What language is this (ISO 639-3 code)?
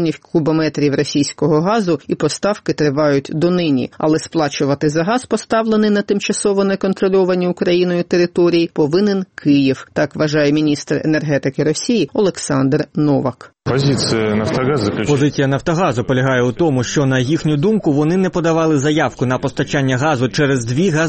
ukr